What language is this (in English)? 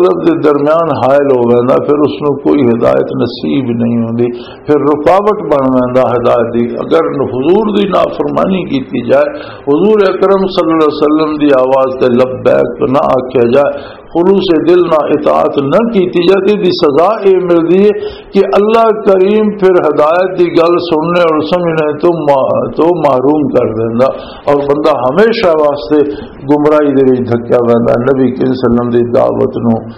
Western Panjabi